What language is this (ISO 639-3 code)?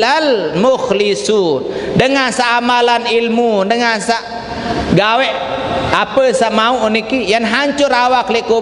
sas